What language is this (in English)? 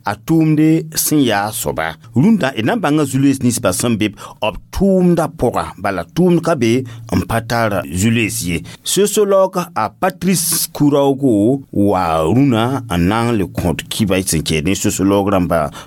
Mossi